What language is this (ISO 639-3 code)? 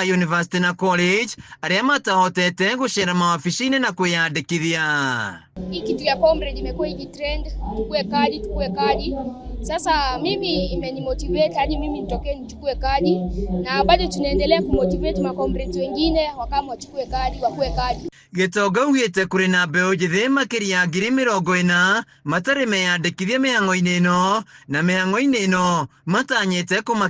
kik